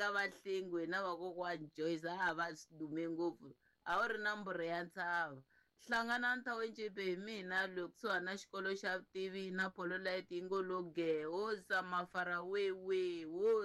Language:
Tsonga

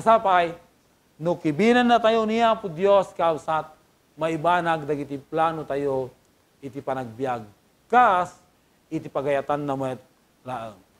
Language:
Iloko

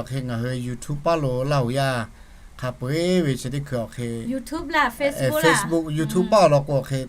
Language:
Lahu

